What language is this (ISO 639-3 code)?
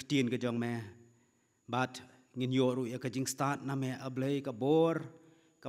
kha